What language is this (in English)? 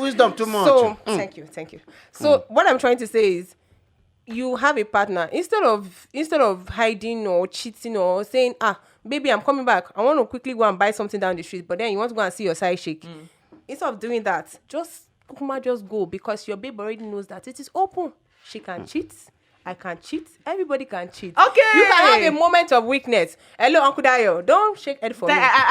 Nigerian Pidgin